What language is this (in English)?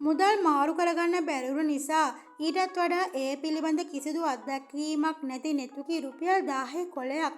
Sinhala